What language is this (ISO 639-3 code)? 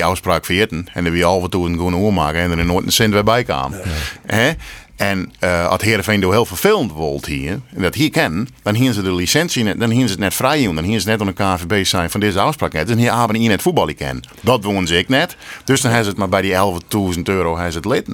fry